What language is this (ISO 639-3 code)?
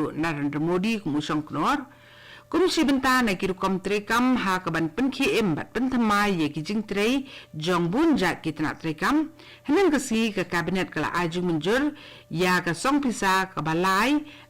kha